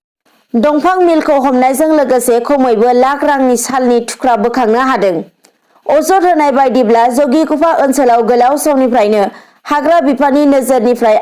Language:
Bodo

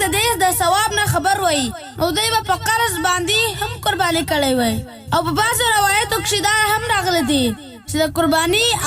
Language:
Pashto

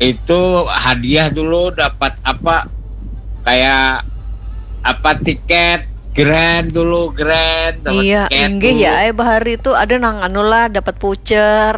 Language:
Banjar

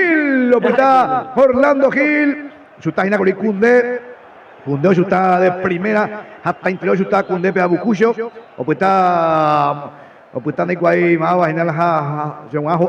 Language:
Guarani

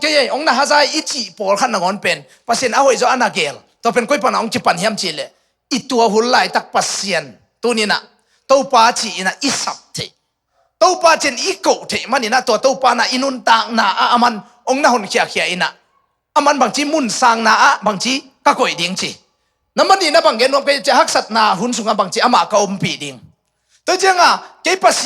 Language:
Tedim Chin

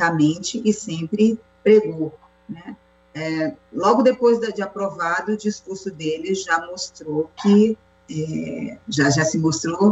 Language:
Portuguese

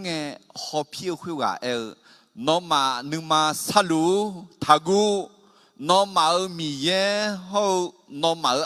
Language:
Akha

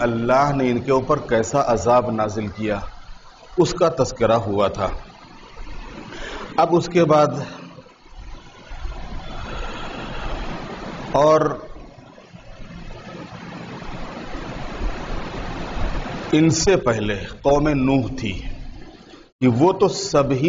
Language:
Urdu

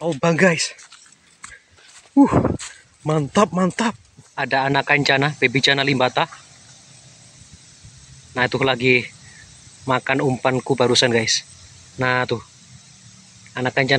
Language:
Indonesian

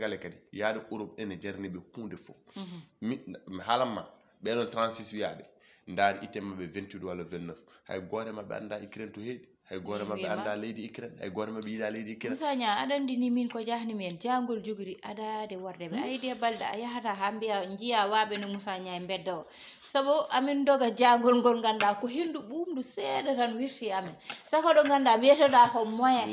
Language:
Fula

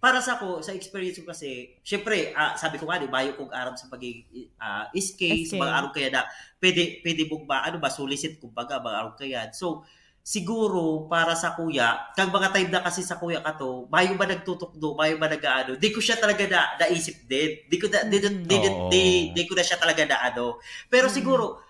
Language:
Bikol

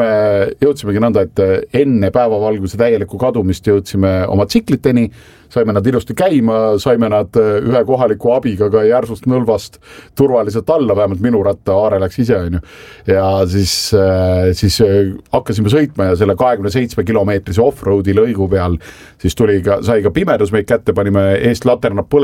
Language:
Estonian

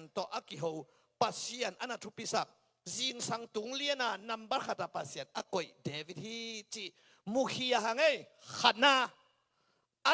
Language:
Tedim Chin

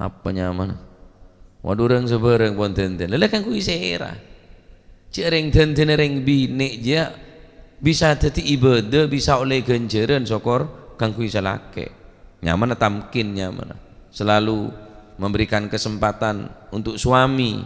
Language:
Madurese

